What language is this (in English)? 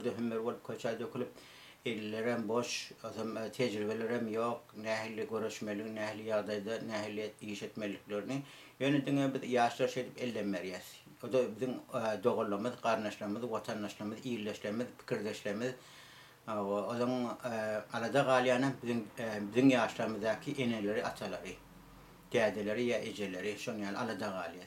Turkmen